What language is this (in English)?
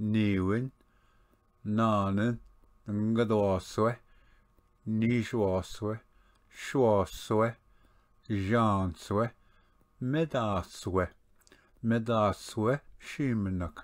Ojibwa